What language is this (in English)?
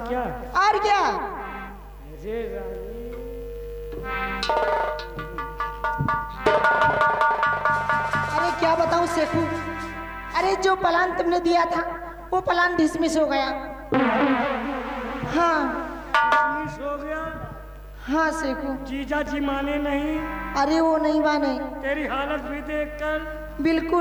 Hindi